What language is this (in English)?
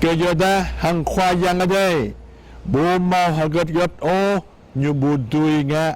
Jarai